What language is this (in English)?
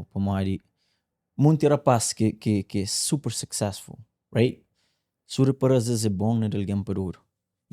Kabuverdianu